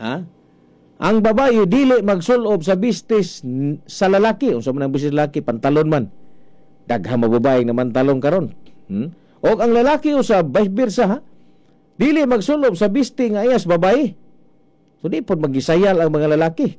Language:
Cebuano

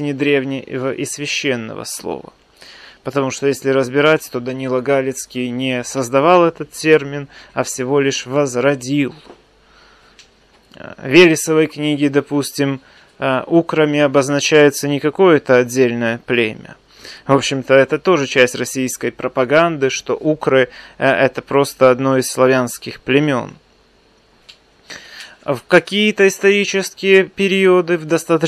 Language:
Russian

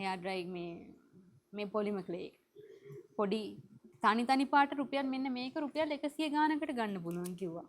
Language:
Sinhala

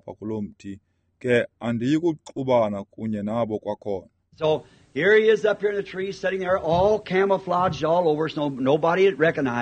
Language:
Xhosa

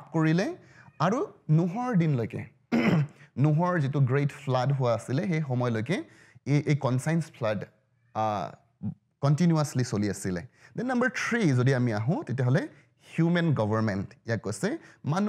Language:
Assamese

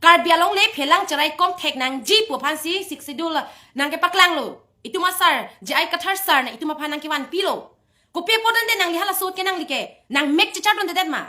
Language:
Karbi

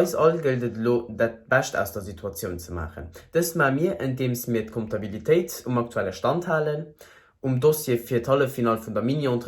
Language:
Luxembourgish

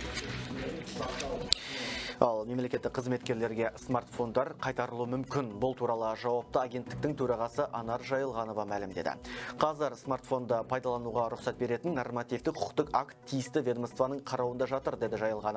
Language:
Kazakh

